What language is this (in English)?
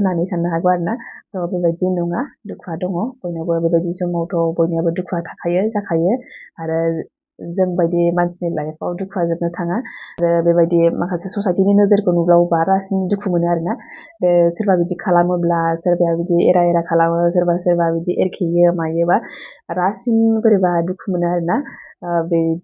Bodo